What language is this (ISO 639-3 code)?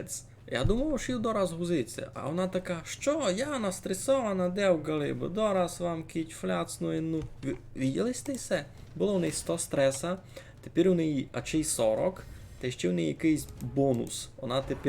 rue